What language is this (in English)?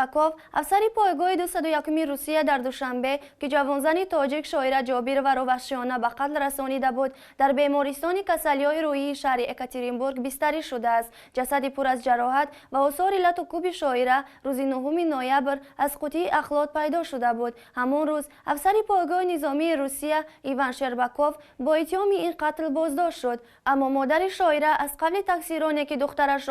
Tajik